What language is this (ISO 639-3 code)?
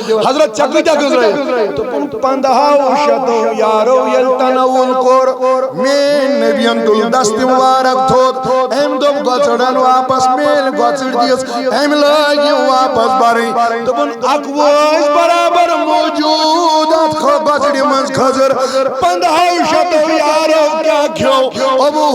kas